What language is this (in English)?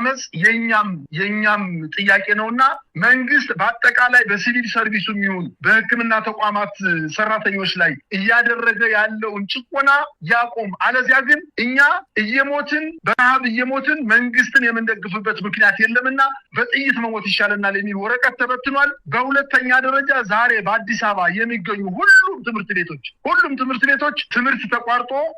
Amharic